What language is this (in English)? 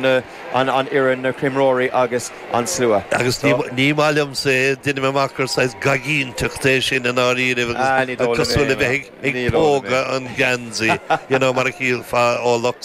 Irish